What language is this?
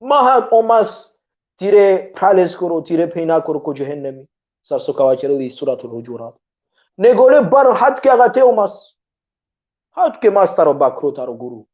Balkan Romani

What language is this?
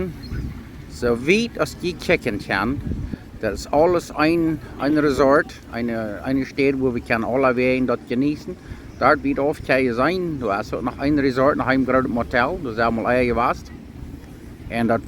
Plautdietsch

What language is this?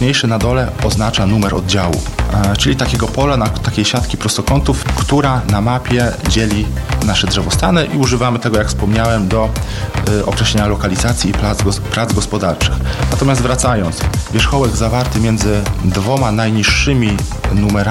Polish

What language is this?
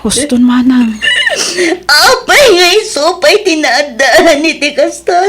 Iloko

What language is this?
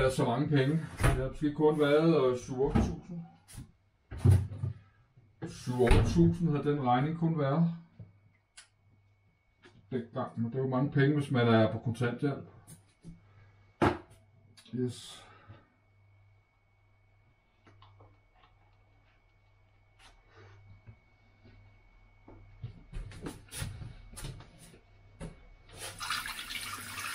Danish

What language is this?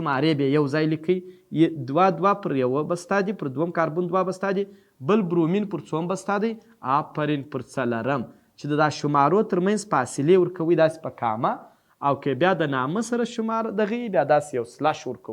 Pashto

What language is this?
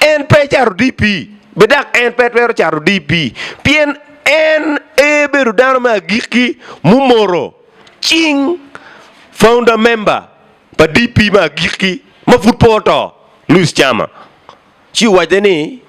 Acoli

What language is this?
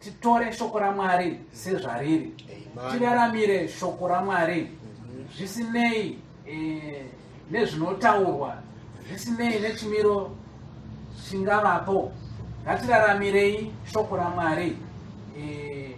Shona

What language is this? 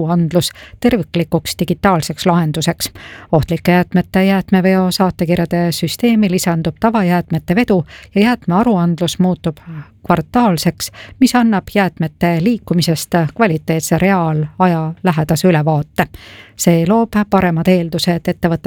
Estonian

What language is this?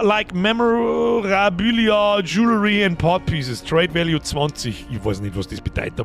Bavarian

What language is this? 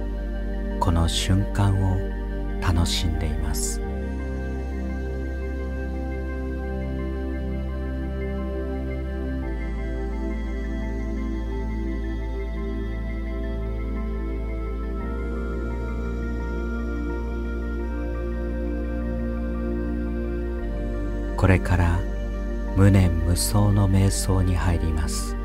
Japanese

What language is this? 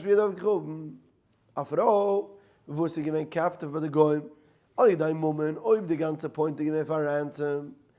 Yiddish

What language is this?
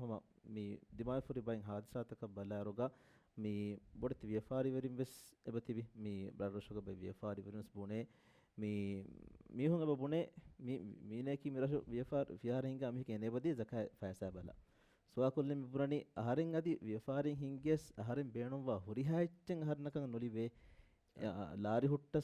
Divehi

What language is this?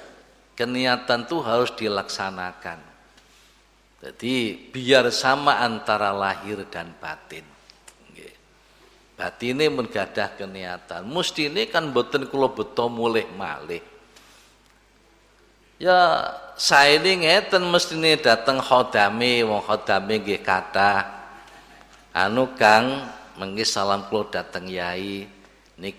Javanese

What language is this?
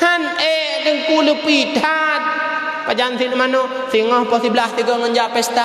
Achinese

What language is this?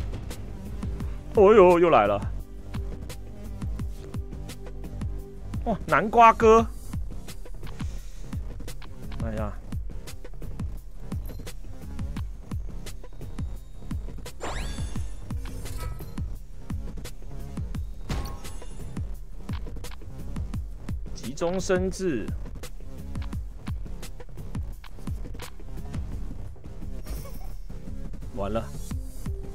Chinese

